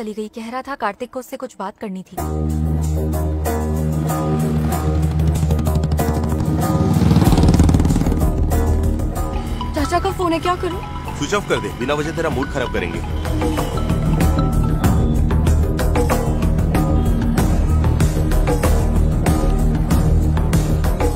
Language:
Hindi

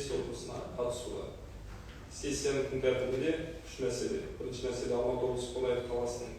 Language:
Kazakh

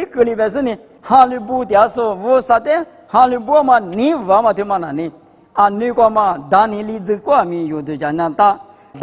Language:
Lisu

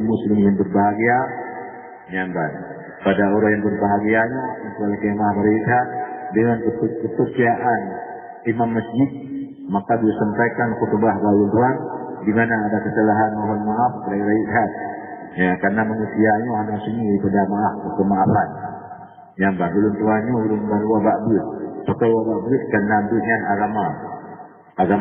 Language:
Achinese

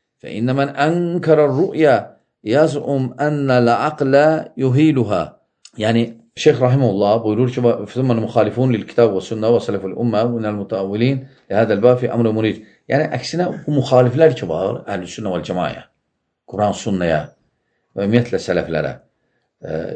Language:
Azerbaijani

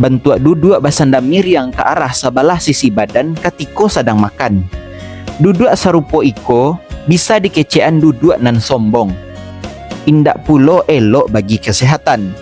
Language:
Minangkabau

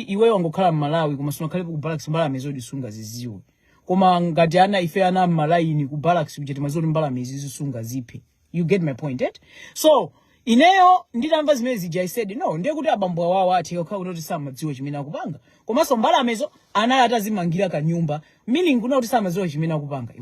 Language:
Nyanja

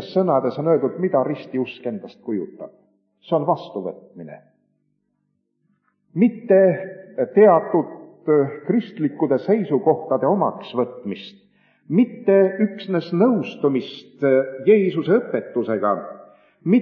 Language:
Estonian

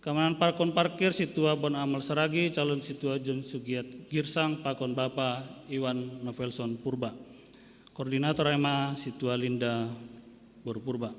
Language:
Batak Simalungun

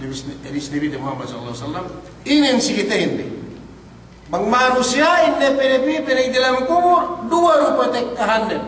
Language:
Yakan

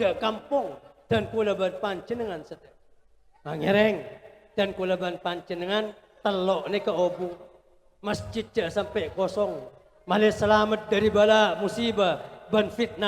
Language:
Madurese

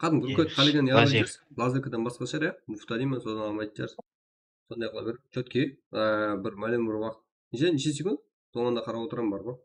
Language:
Kara-Kalpak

